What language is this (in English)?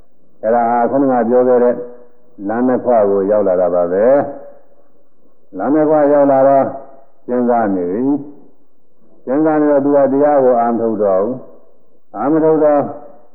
Burmese